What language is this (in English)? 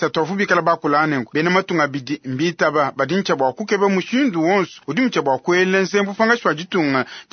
Luba-Lulua